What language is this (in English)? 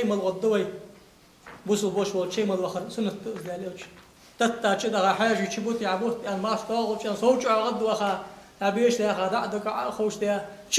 Ingush